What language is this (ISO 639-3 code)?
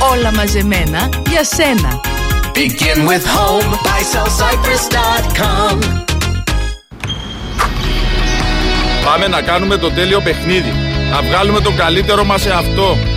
ell